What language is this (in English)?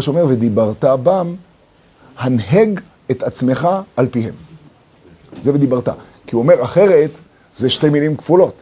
Hebrew